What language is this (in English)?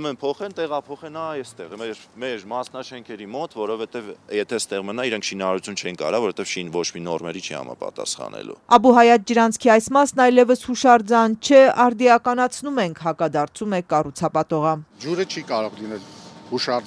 Armenian